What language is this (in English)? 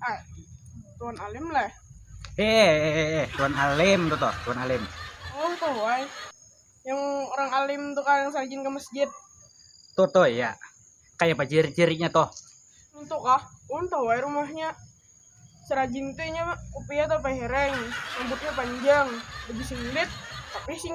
Banjar